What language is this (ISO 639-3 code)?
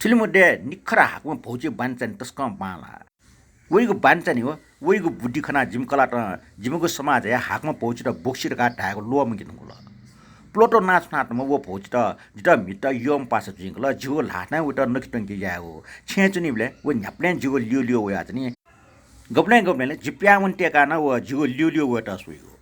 new